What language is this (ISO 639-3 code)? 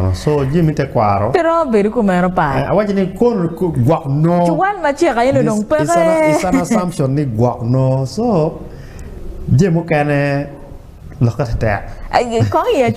ach